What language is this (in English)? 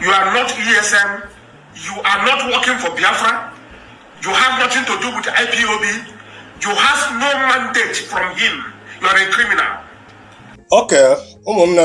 Igbo